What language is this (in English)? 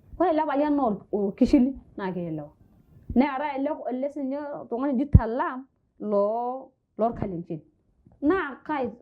Masai